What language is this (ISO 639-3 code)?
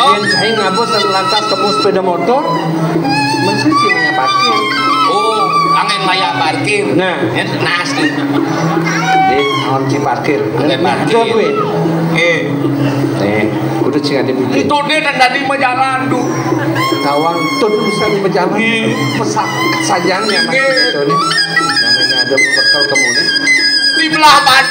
ban